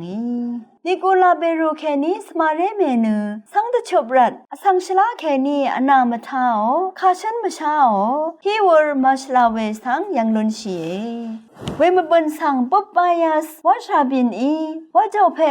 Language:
Rawang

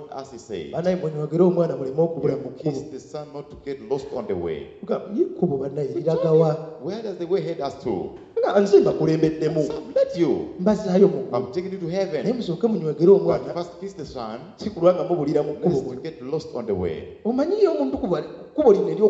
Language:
Ganda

